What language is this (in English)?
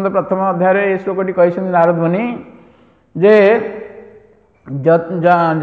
Odia